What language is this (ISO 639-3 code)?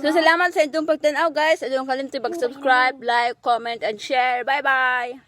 ceb